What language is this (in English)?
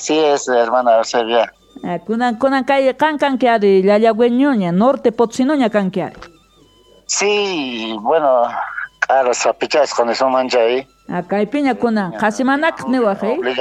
South Bolivian Quechua